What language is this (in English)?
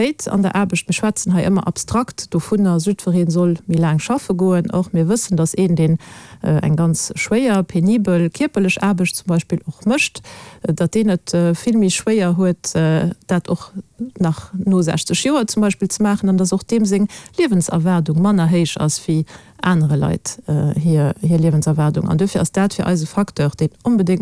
Luxembourgish